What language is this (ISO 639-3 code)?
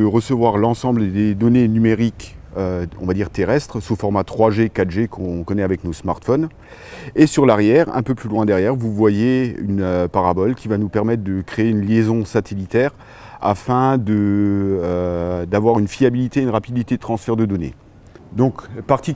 fra